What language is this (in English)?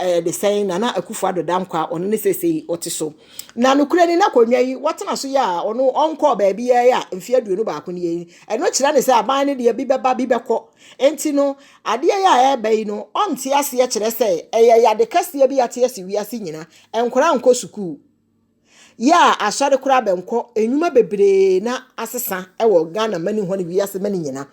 Akan